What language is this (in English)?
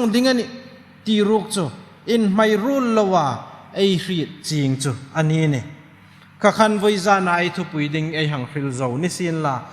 Hmar